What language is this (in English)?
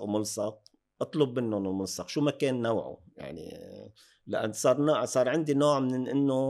North Levantine Arabic